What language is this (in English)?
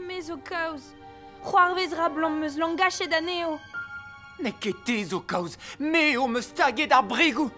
Breton